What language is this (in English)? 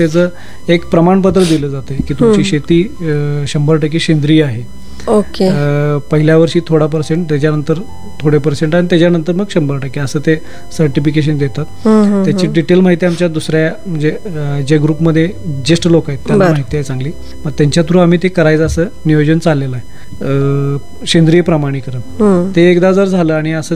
Marathi